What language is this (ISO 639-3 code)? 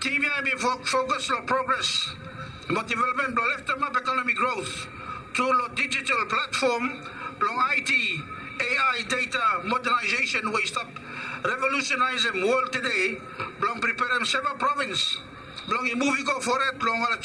bis